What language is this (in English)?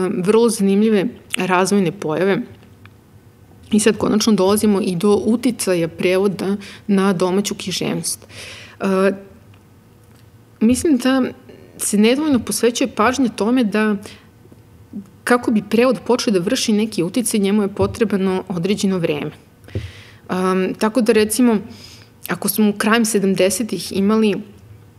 Serbian